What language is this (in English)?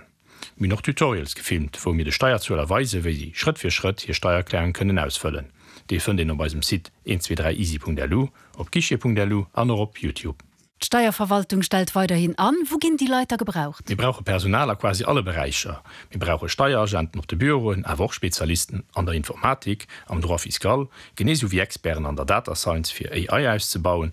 Luxembourgish